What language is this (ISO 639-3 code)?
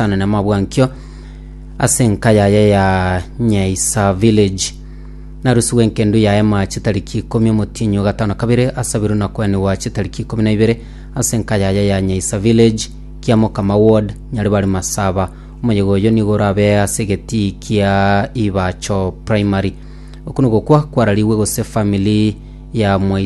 guz